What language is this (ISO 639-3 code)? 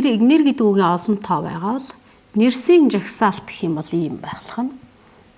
mon